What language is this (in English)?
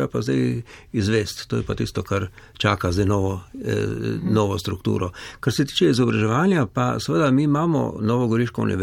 Slovenian